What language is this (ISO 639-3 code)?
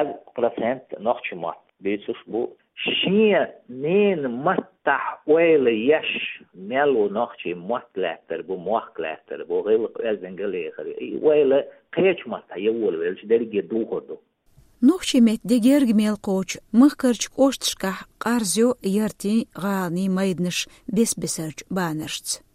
che